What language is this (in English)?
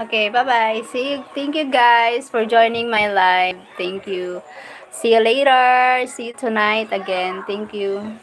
Bikol